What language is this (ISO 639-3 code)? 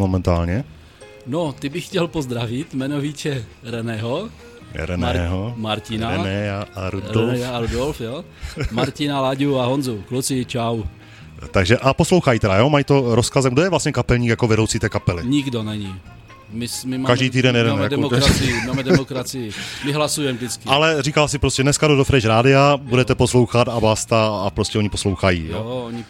ces